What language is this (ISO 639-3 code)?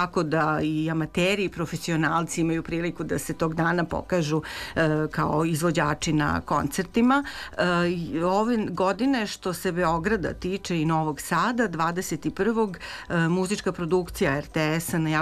srp